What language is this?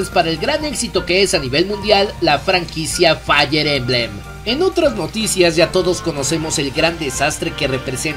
Spanish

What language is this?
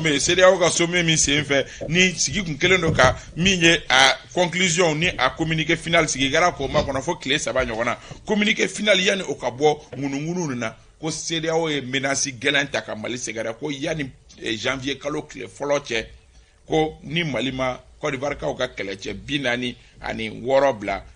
Bambara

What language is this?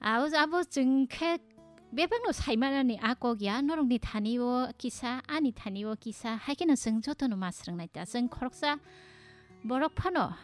Kok Borok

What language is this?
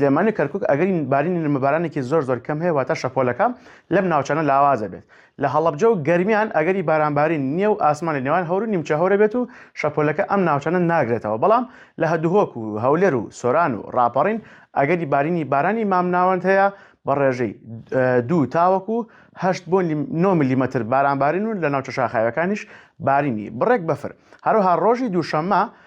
Central Kurdish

